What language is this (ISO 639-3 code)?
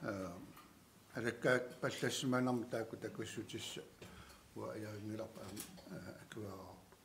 kal